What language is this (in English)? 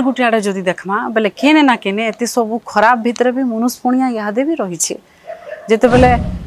Sambalpuri